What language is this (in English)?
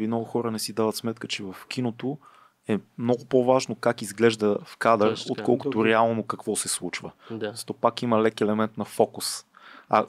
Bulgarian